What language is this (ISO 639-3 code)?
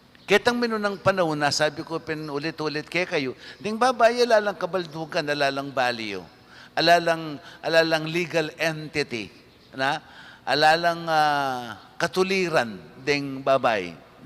pam